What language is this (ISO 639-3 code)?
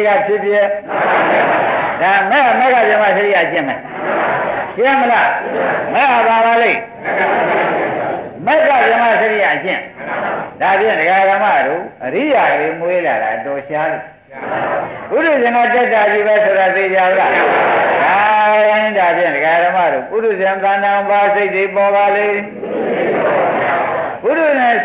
mya